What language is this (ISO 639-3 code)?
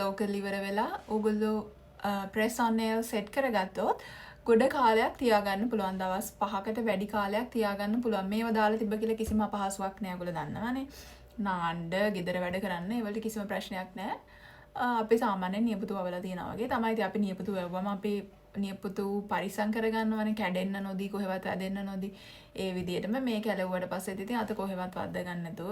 sin